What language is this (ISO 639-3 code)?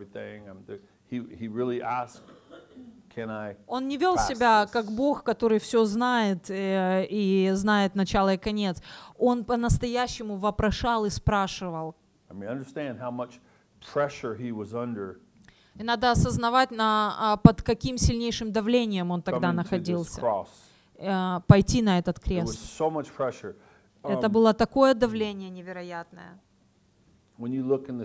rus